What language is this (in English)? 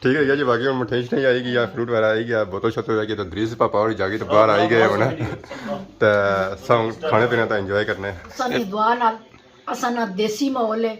Pahari-Potwari